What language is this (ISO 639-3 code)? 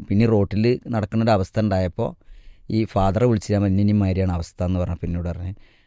mal